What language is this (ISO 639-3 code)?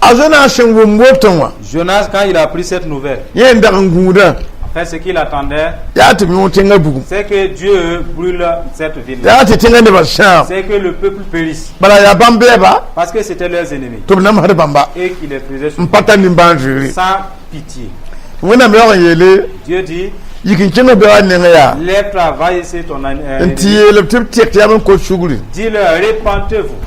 mos